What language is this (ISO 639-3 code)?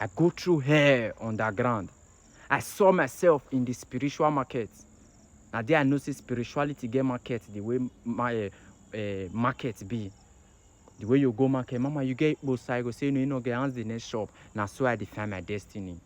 pcm